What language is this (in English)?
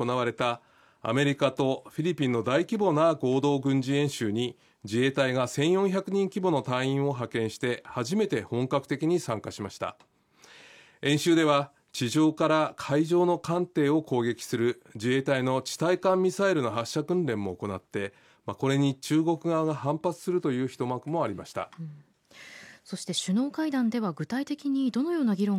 Japanese